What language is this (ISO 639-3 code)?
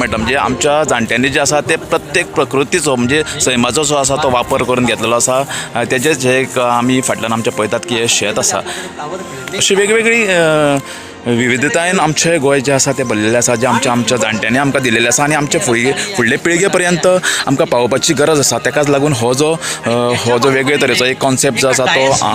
kok